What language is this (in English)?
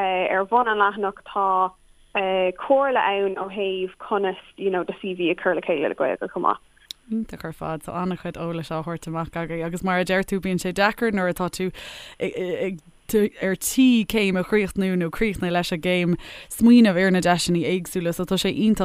Irish